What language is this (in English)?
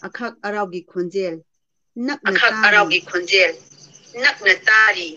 Manipuri